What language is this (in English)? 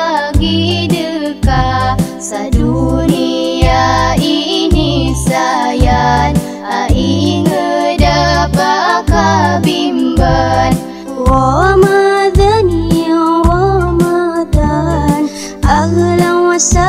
Maranao